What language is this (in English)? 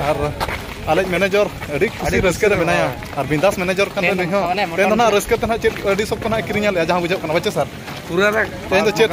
Santali